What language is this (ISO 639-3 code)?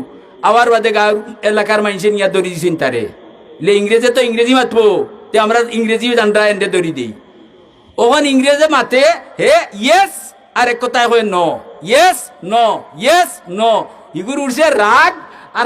syl